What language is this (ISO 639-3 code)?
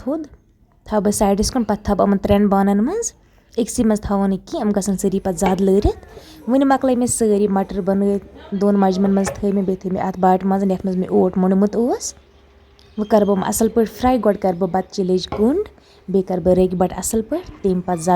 kas